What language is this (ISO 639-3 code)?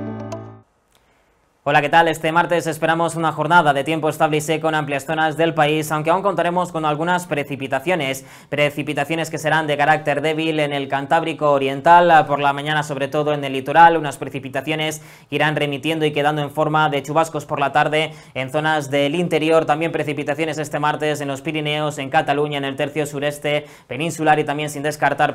spa